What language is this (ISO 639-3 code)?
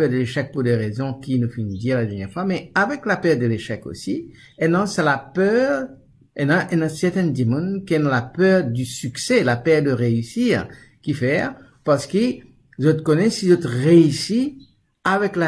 mfe